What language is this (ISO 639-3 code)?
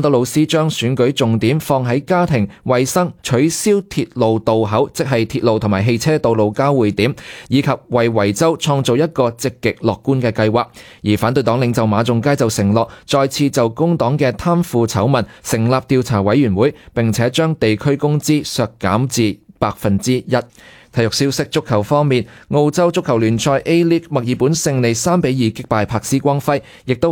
yue